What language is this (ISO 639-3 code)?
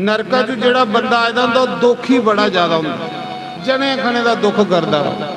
doi